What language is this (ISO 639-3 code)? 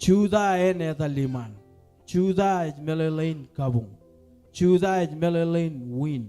mah